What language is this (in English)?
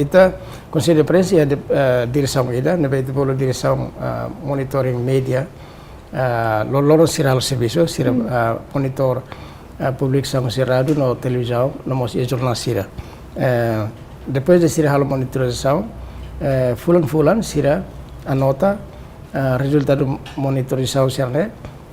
Tetum